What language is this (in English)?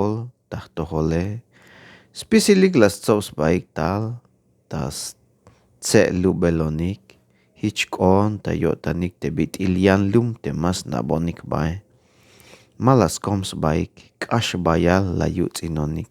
Tzeltal